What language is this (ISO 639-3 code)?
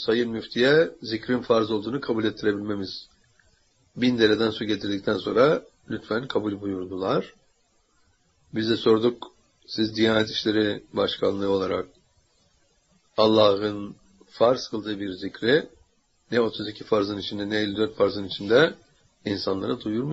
tur